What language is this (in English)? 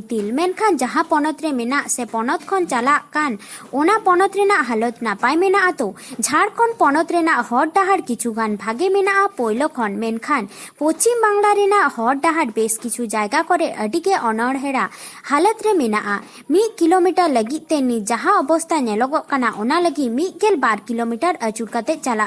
Santali